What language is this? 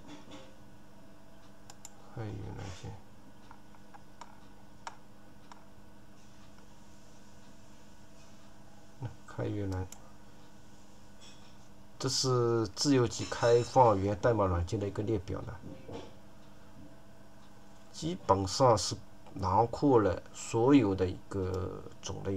Chinese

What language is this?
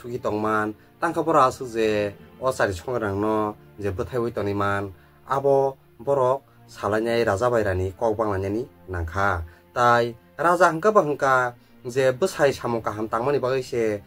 Kok Borok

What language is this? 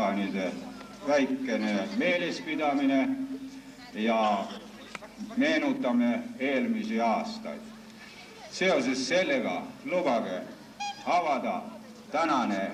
Estonian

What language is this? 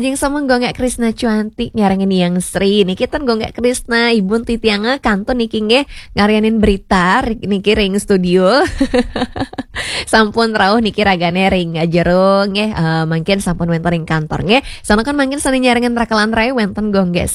Balinese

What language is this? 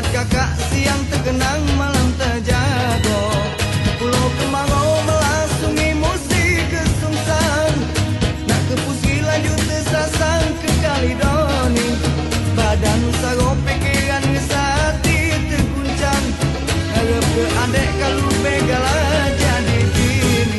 Musi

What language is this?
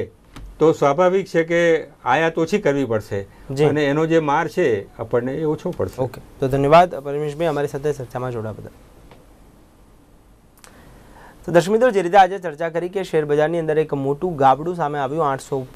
Gujarati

